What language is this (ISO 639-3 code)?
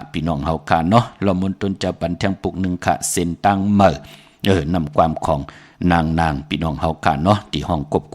shn